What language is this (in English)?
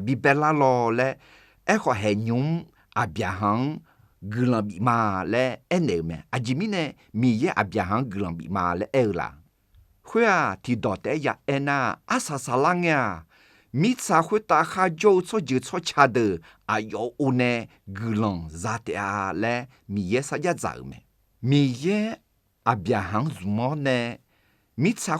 Akha